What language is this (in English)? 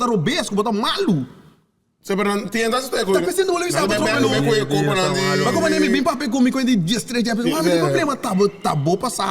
Papiamento